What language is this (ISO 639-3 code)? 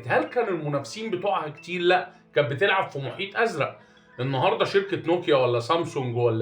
arz